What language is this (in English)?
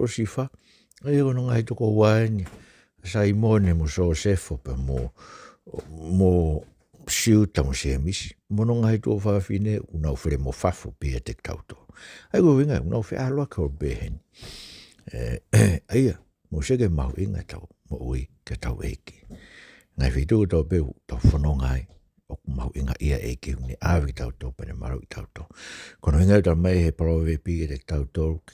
Tongan